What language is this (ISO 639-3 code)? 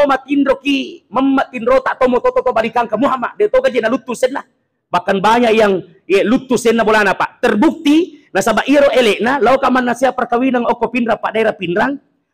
bug